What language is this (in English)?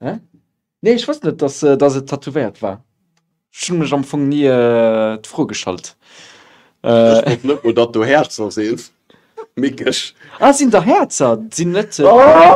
Luxembourgish